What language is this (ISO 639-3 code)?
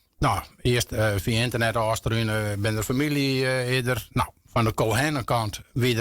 fry